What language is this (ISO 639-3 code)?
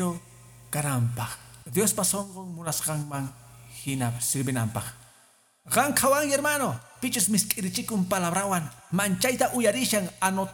que